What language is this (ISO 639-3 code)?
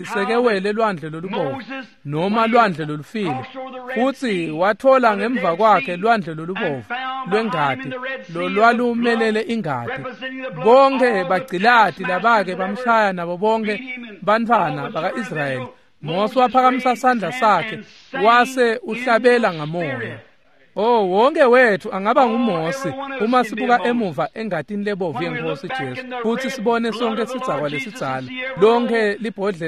ssw